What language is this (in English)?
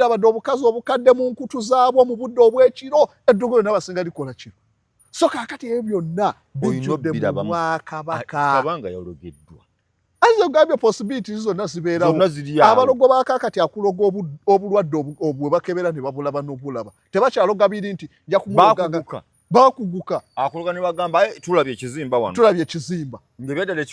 Ganda